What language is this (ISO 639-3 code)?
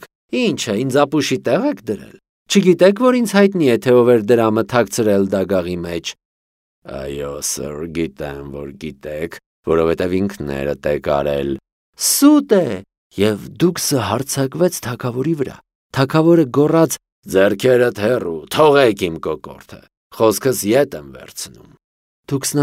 hye